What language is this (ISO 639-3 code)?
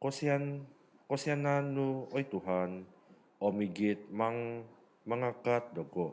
dtp